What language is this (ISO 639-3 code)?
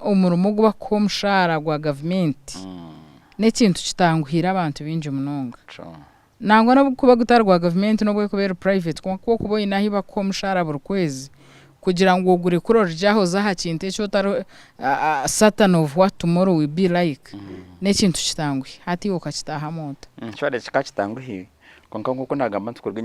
nyn